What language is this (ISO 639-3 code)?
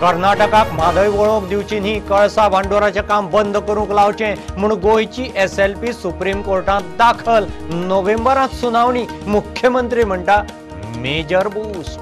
kok